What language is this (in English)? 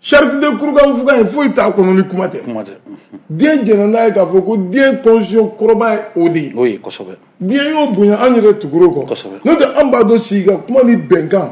Bambara